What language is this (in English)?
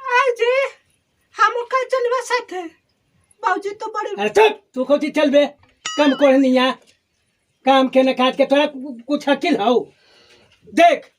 Magahi